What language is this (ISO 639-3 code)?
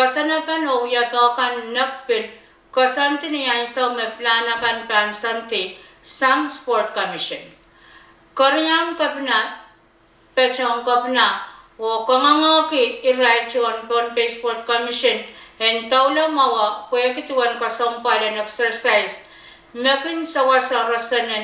pon